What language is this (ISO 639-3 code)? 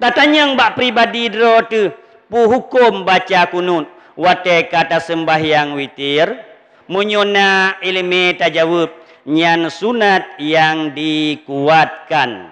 ace